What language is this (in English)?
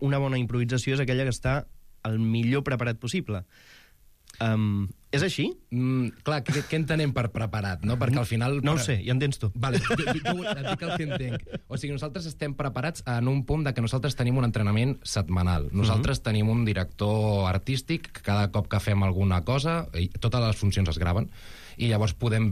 Catalan